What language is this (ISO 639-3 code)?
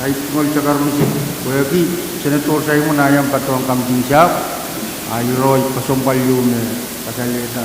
pon